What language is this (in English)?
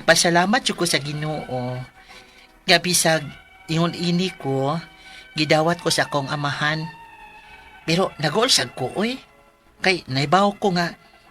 Cebuano